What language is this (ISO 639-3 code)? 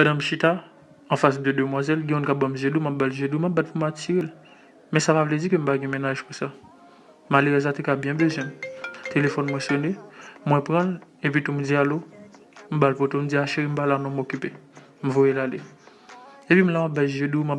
hat